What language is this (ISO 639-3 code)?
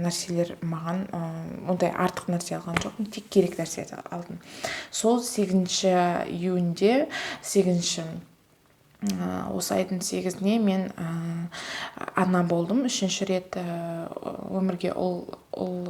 kaz